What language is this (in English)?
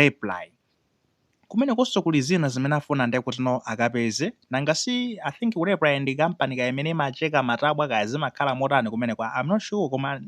Nyanja